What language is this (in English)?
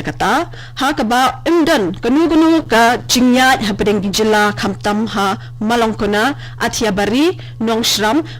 Khasi